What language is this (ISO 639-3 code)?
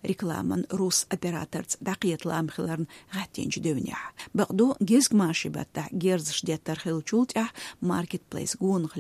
che